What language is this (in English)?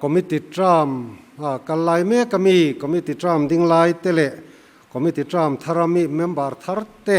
Mizo